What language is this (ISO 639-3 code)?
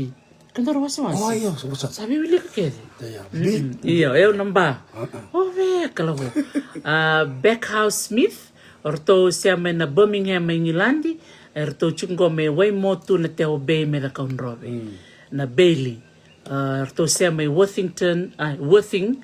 fij